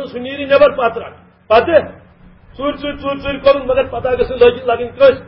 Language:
Kashmiri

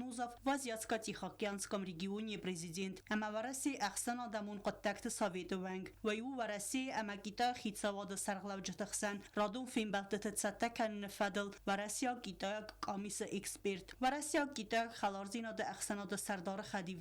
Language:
Ossetic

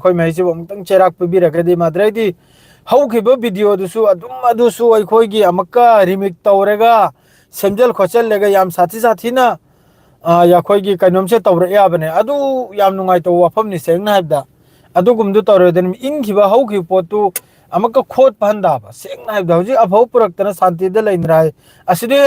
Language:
Manipuri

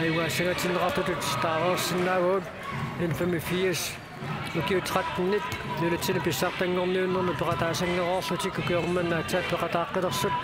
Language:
Kalaallisut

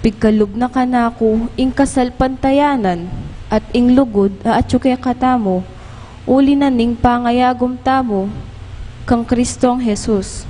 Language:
Pampanga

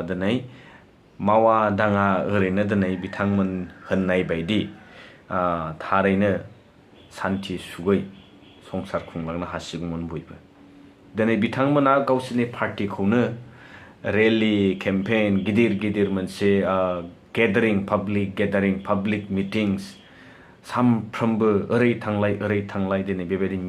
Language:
Bodo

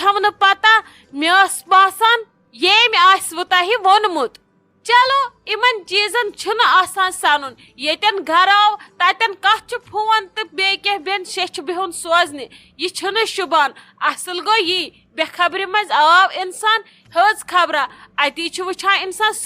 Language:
Kashmiri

